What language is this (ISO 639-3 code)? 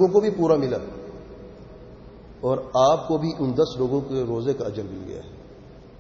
urd